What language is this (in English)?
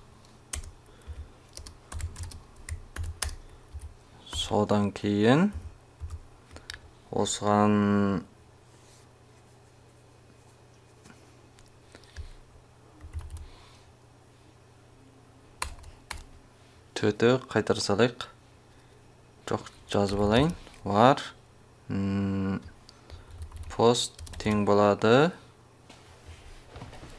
Kazakh